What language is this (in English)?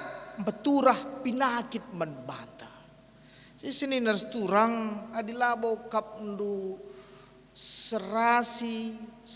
Batak Karo